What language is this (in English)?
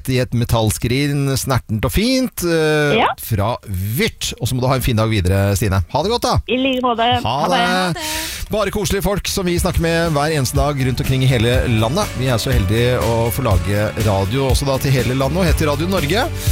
Norwegian